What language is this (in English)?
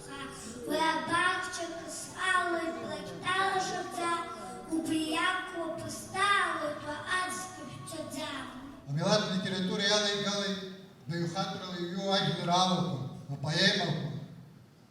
Abkhazian